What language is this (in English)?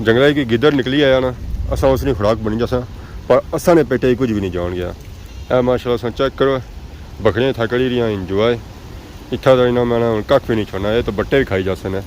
Pahari-Potwari